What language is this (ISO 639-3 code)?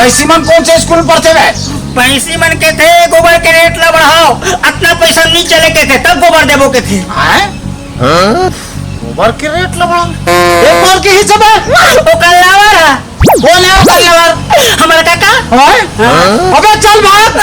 hne